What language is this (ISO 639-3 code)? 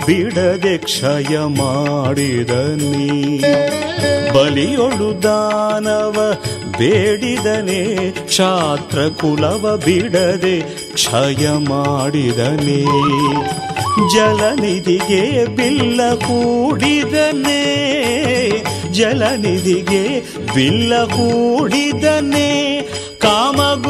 kan